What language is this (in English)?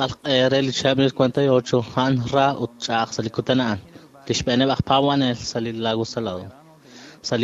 Kekchí